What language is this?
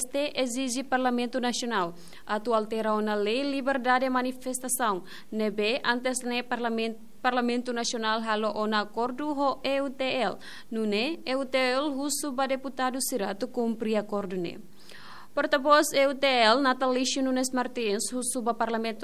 Tetum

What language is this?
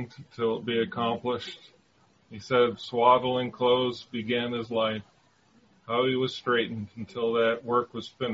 English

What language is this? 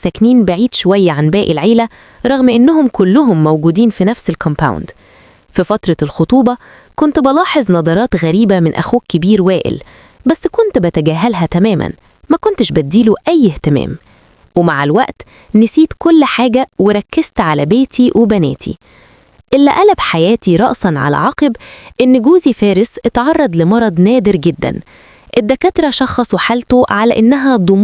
Egyptian Arabic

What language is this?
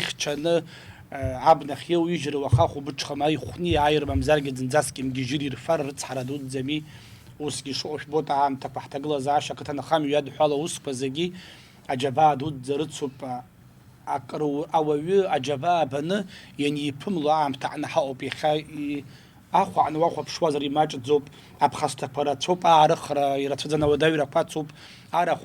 Abkhazian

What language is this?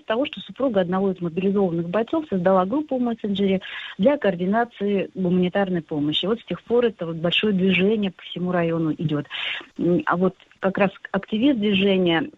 Russian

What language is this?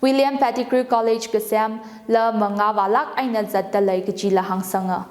Tangkhul Naga (India)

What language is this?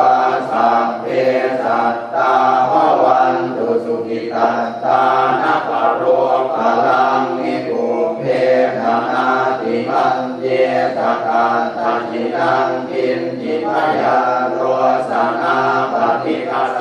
Pali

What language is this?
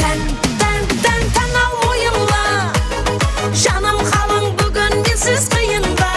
Kara-Kalpak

